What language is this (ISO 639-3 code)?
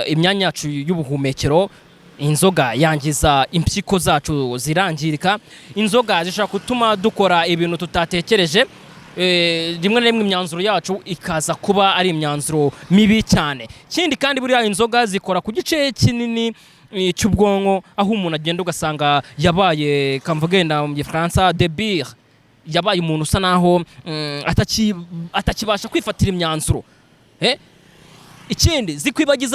kin